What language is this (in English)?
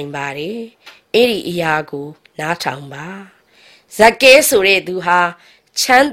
Burmese